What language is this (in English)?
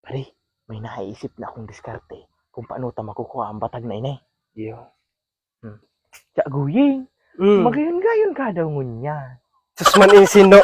Bikol